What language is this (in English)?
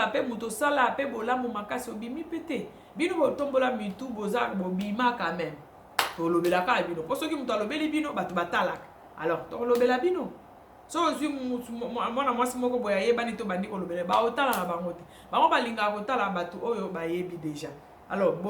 Lingala